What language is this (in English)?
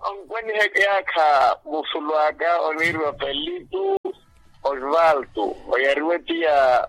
Makhuwa